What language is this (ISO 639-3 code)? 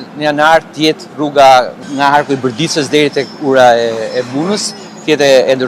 sqi